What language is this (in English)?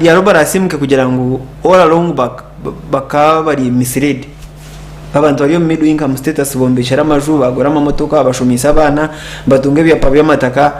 Nyankole